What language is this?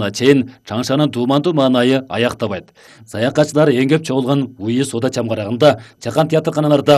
Kyrgyz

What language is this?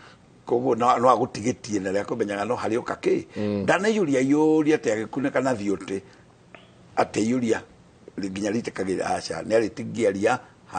Kikuyu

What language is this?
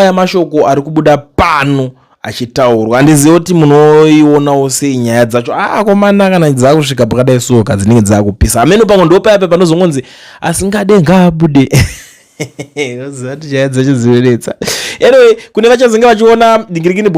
Shona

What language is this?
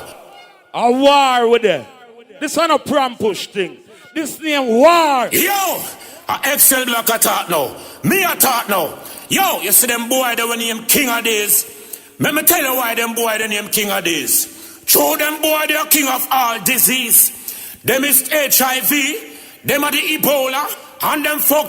Jamaican Creole English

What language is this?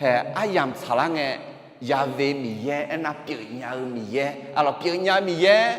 Akha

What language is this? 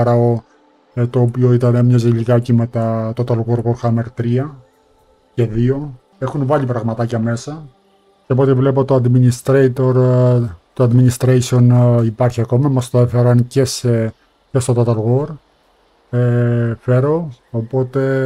Greek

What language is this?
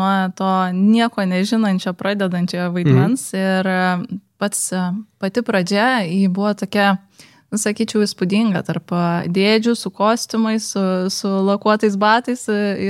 Lithuanian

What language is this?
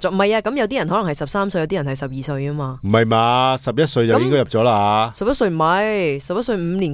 Cantonese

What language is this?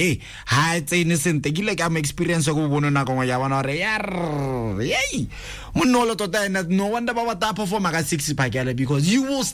Tswana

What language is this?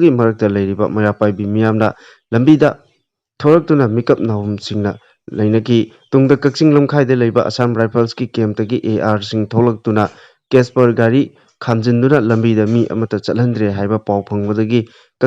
Manipuri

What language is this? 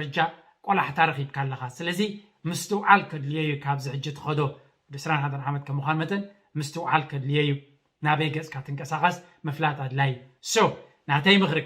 Tigrinya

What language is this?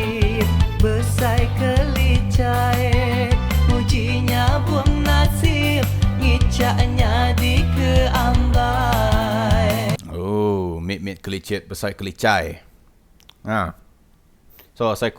Iban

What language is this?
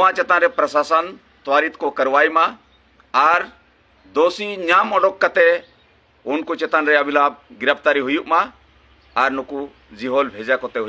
Santali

